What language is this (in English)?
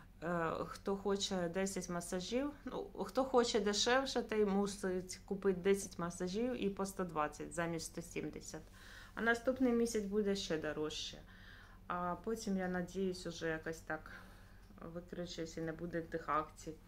Ukrainian